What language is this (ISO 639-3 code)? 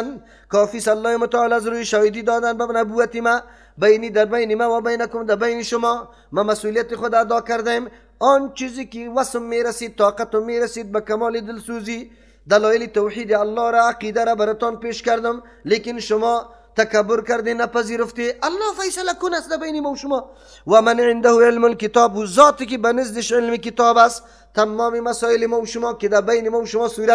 fas